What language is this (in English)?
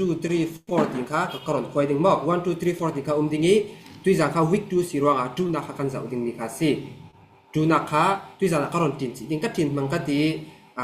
Falam Chin